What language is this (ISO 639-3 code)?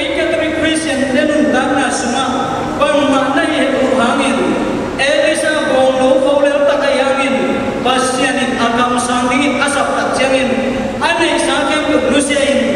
ctd